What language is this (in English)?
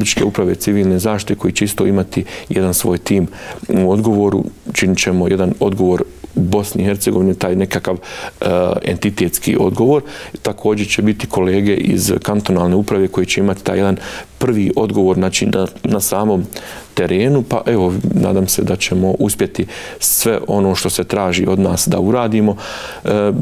Bosnian